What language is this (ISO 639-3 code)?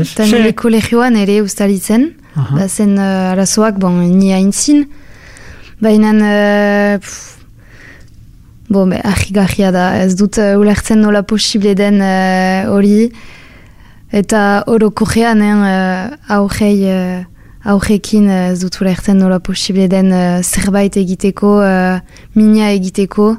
eus